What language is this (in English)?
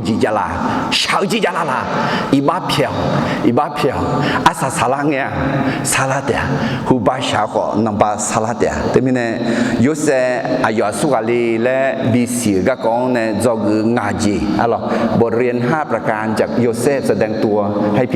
Akha